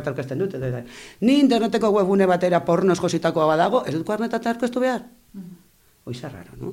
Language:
Basque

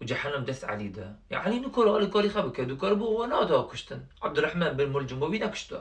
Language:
Kurdish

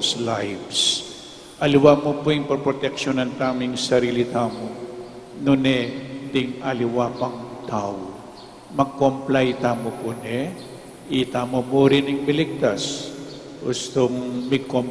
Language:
Pampanga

